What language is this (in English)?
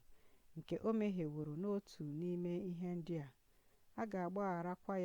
Igbo